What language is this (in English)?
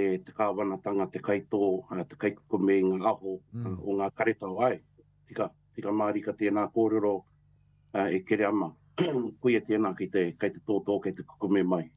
Māori